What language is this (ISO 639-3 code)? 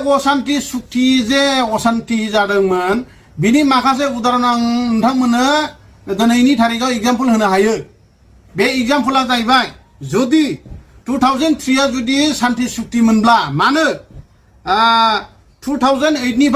brx